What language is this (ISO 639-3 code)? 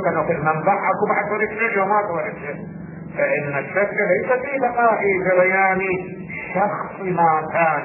ara